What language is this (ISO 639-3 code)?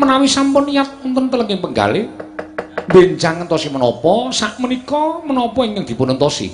jav